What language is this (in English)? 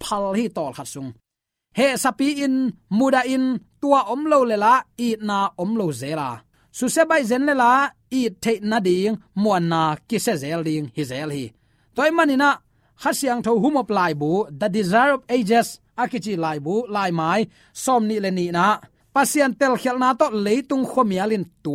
Tedim Chin